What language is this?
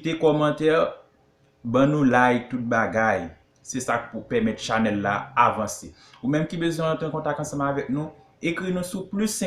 Haitian Creole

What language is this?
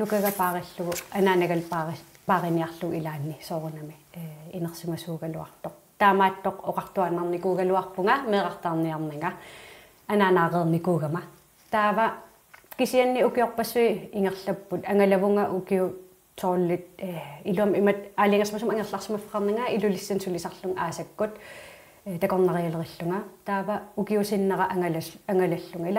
Kalaallisut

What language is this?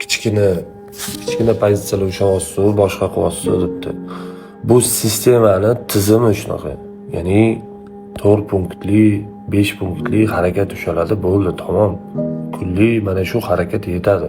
Uzbek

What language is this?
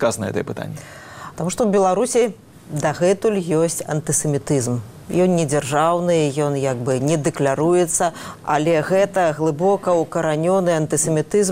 Belarusian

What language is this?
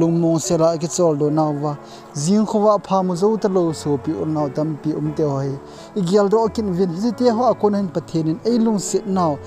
Thado Chin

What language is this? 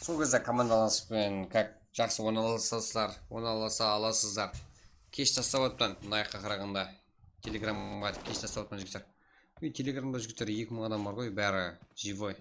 Kara-Kalpak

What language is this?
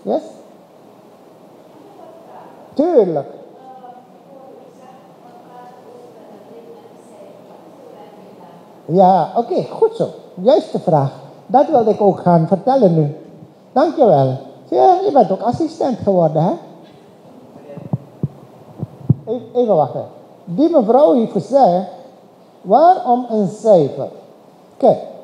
Dutch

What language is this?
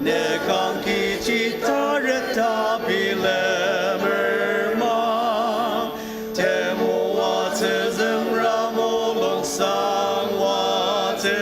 Ao Naga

